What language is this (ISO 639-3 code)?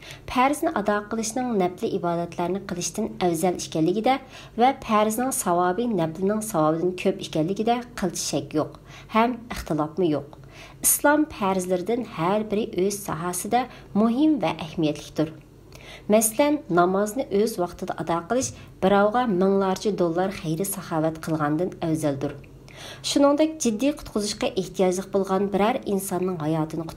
uig